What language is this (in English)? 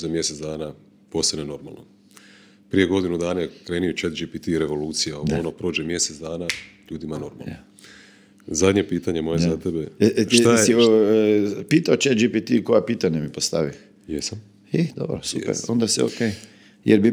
Croatian